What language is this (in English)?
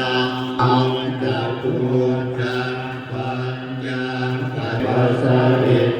Pali